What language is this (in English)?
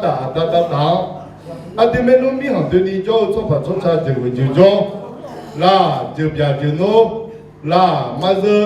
Akha